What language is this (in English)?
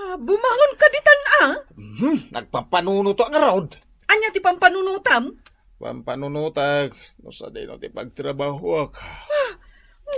Iloko